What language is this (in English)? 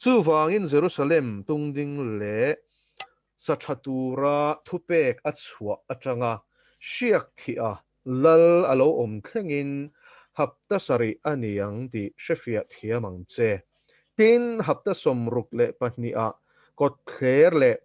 Mizo